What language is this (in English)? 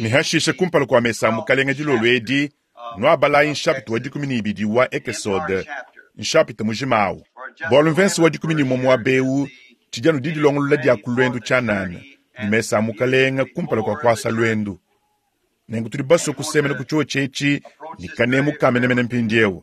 Luba-Lulua